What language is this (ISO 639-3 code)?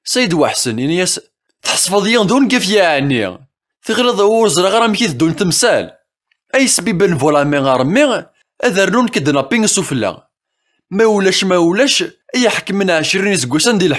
kab